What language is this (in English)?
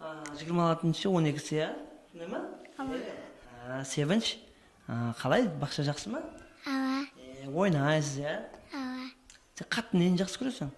Kara-Kalpak